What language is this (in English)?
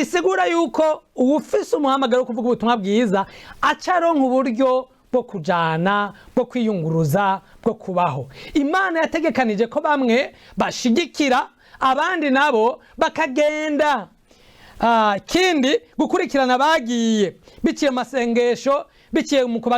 Rundi